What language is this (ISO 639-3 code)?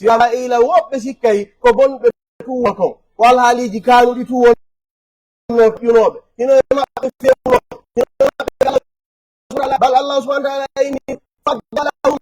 fuf